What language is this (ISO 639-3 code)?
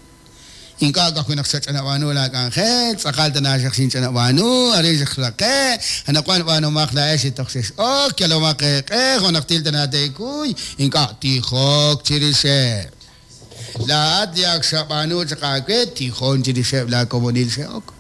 kek